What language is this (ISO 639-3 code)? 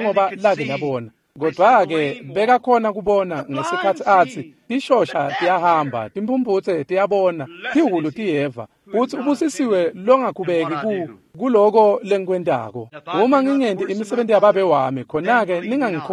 ssw